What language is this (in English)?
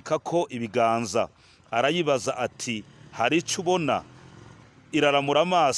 Rundi